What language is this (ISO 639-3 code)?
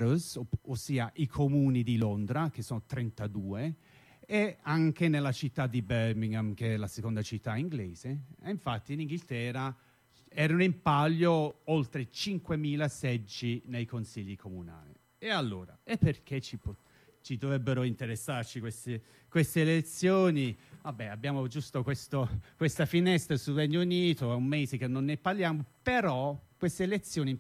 ita